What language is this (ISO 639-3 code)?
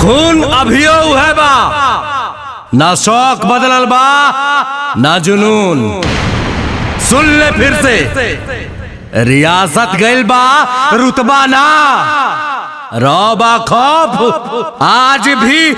bho